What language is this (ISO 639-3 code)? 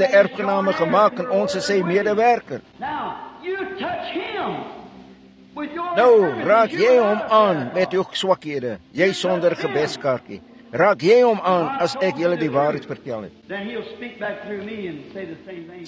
afr